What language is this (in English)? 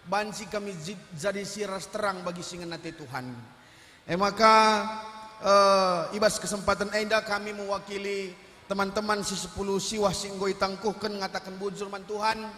Batak Karo